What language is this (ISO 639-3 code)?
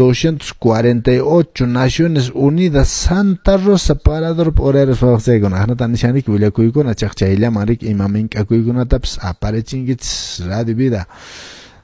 que